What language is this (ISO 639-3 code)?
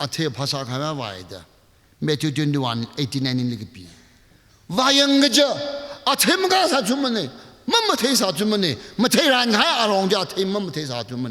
nmf